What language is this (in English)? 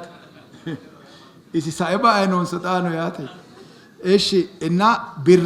Sidamo